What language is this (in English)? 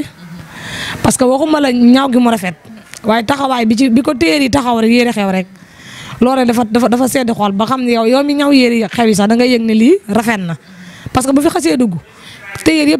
Wolof